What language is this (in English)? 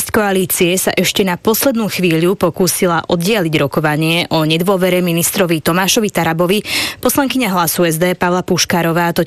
Slovak